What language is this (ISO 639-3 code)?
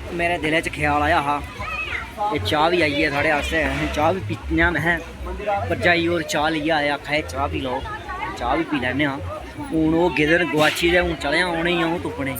doi